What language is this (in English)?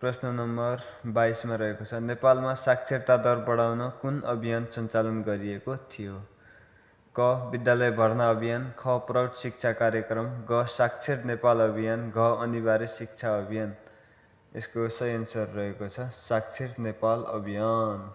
Nepali